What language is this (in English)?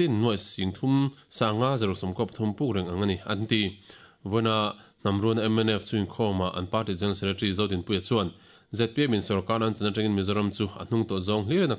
Mizo